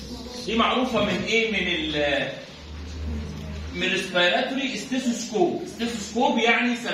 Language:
Egyptian Arabic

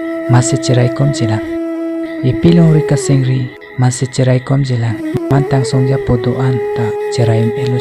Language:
Karbi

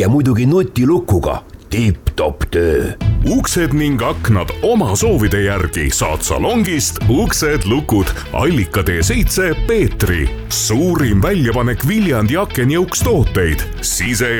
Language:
Estonian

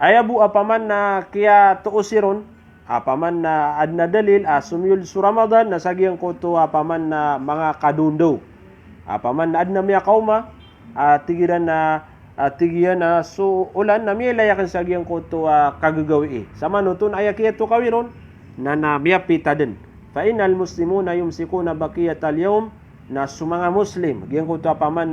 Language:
Maranao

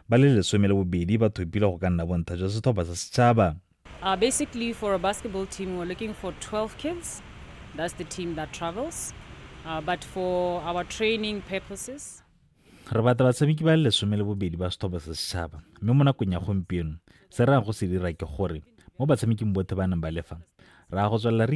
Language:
Tswana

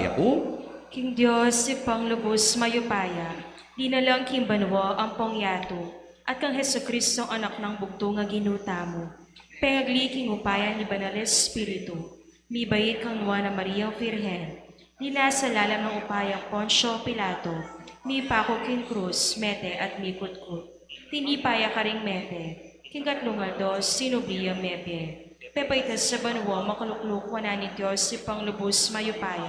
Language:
Pampanga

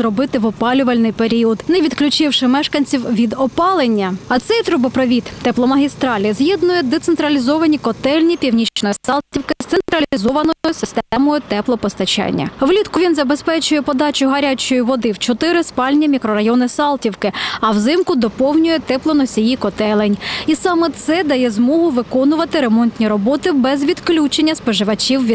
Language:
Ukrainian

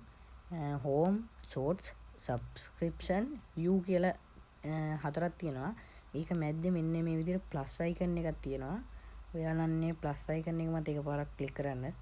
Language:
Sinhala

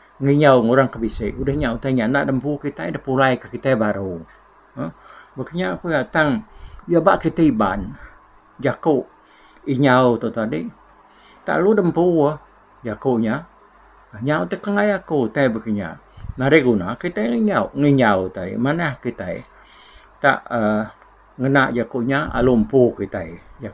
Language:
Iban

